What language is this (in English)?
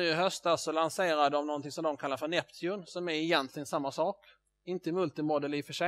Swedish